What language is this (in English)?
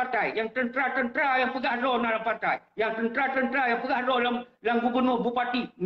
Achinese